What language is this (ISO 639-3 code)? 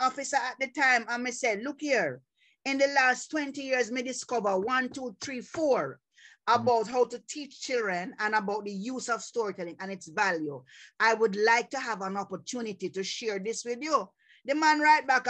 jam